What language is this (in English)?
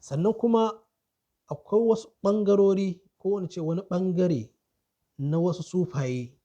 Hausa